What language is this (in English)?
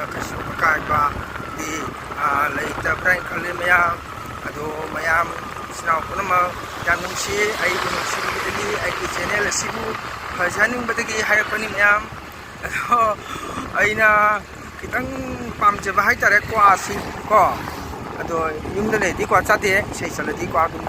Manipuri